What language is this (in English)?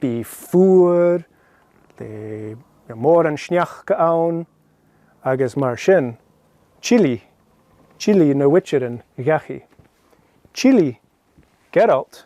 Scottish Gaelic